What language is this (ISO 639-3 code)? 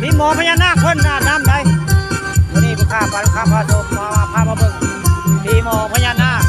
tts